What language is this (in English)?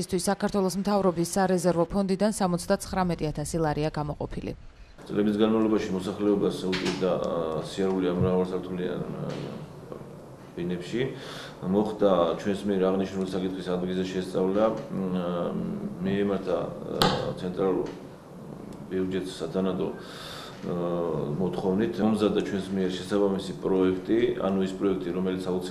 Georgian